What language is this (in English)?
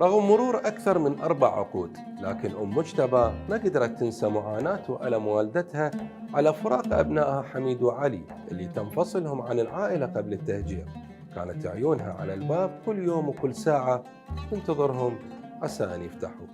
Mesopotamian Arabic